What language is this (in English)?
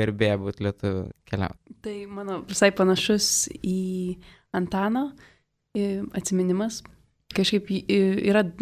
Lithuanian